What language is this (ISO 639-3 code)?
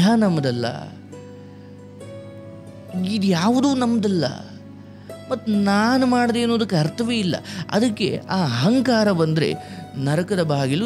kan